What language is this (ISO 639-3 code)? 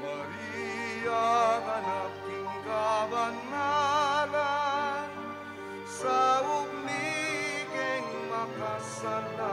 pam